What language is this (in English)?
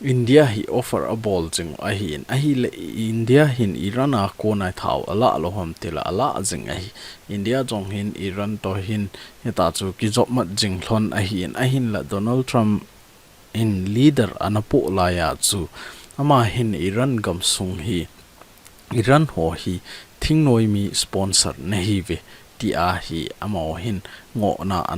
Thado Chin